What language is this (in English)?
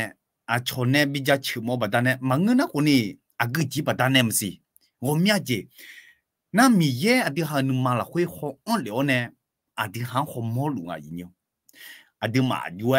Akha